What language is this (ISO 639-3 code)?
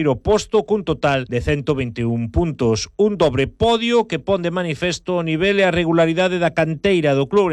glg